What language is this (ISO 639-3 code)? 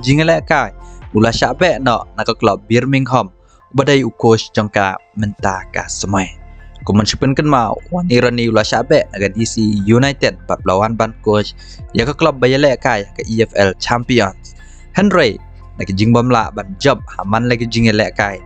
kha